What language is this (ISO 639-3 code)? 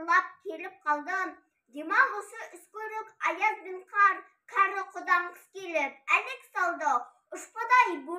kaz